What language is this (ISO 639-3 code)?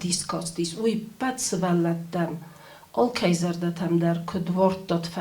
oss